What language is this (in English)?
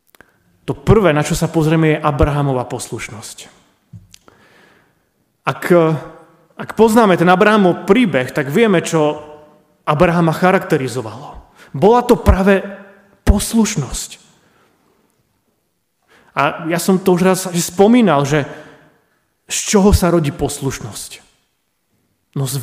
Slovak